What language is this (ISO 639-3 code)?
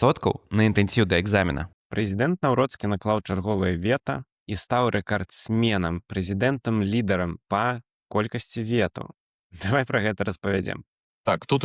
bel